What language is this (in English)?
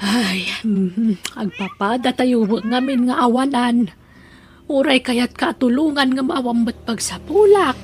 Iloko